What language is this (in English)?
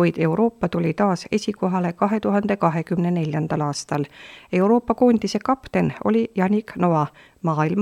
Estonian